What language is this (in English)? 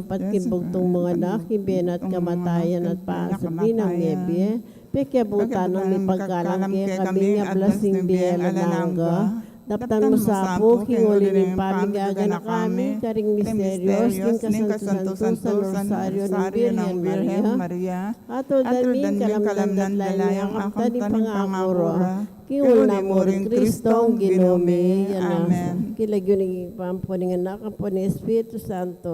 Pampanga